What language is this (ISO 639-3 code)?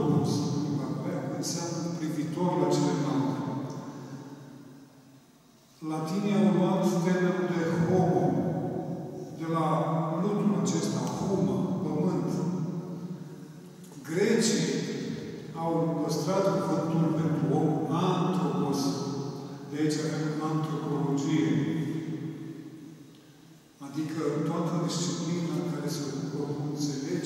ron